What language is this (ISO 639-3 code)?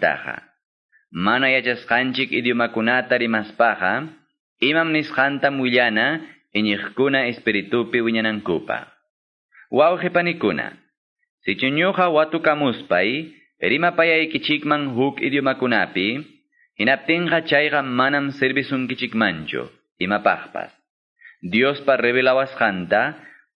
que